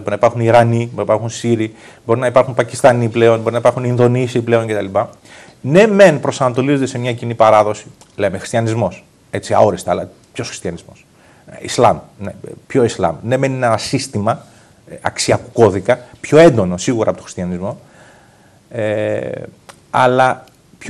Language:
Greek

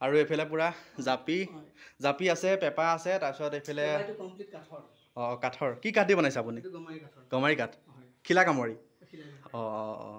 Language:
Assamese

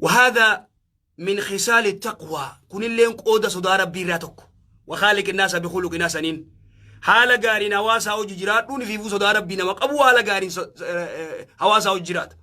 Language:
Oromo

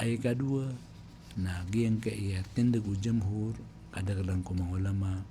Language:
Maranao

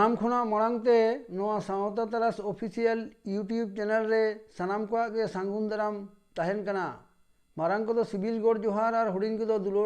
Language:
Santali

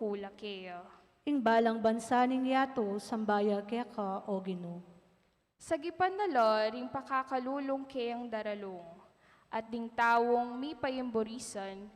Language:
Pampanga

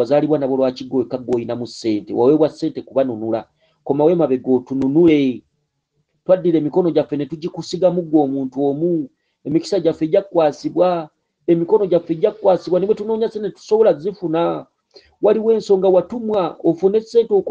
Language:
Ganda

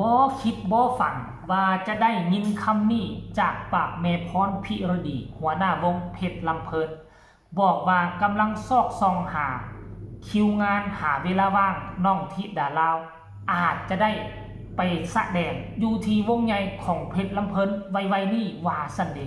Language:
Lao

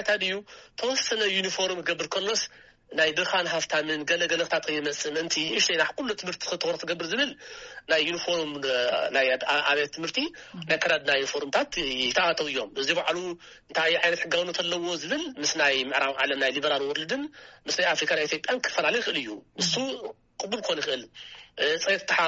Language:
Tigrinya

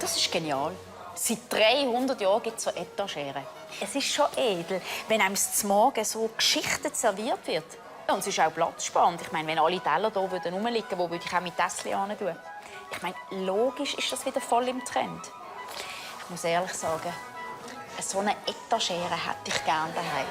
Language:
Swiss German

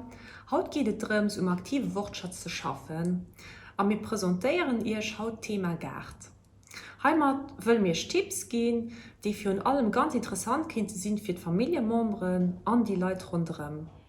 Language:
Luxembourgish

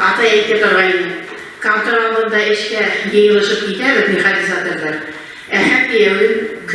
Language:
Bashkir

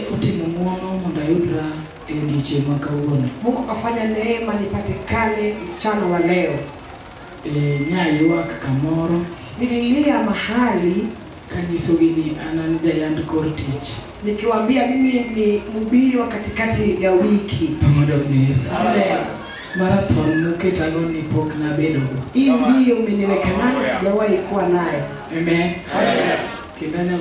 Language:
Luo (Kenya and Tanzania)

